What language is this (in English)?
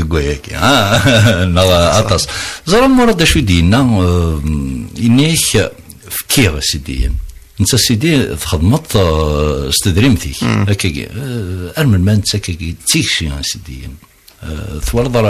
Kabyle